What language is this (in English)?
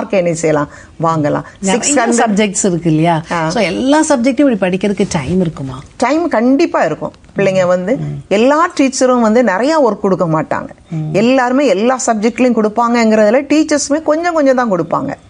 Tamil